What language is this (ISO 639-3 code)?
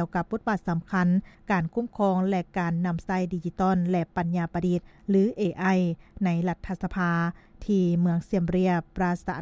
lao